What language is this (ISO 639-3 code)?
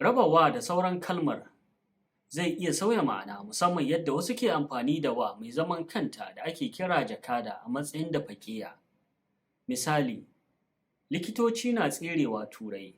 hau